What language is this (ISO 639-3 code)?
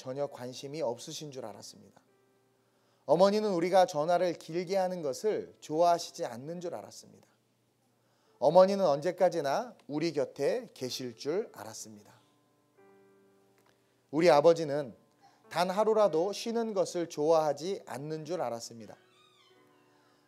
kor